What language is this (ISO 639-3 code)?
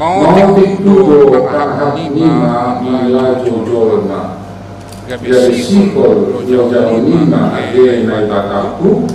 bts